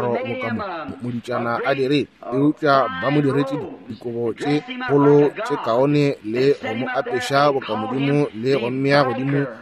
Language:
Northern Sotho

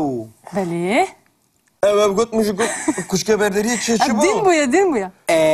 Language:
Kurdish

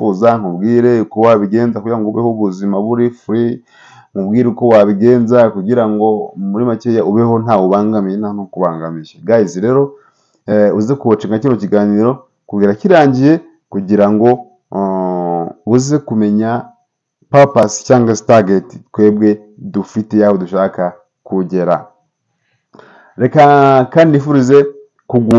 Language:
Kinyarwanda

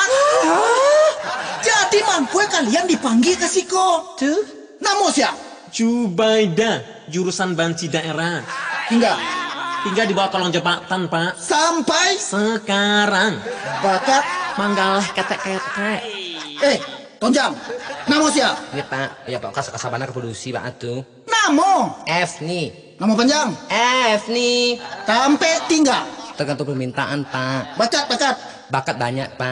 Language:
Minangkabau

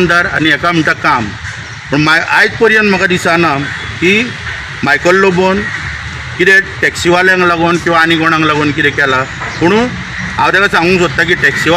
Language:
Konkani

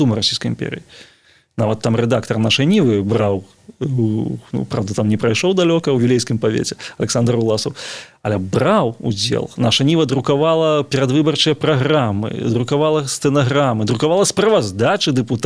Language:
Belarusian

